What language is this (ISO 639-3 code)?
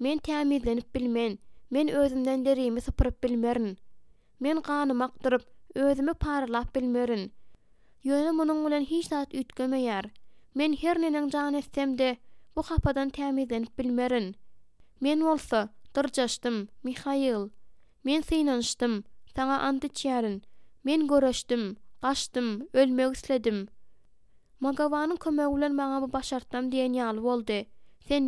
tuk